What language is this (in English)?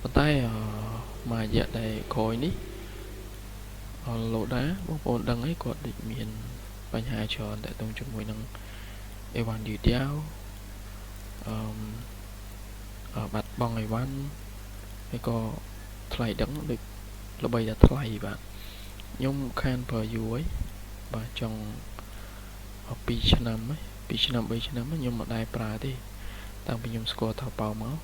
Khmer